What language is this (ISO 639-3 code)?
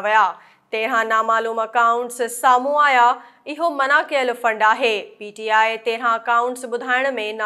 snd